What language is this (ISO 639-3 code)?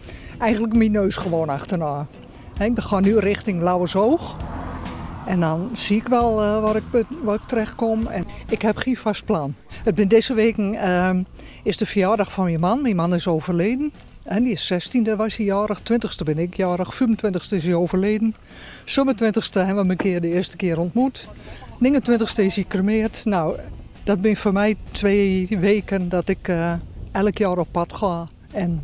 fry